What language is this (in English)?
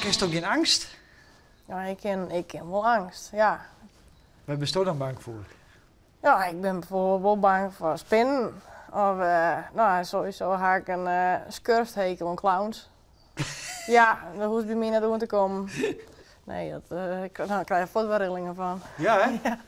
Western Frisian